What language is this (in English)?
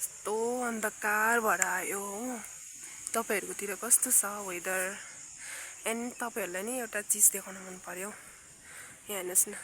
Nepali